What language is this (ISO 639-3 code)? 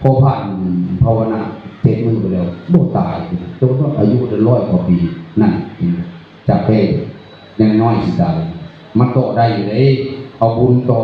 tts